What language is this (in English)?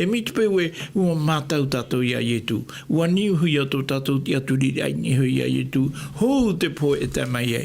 Tahitian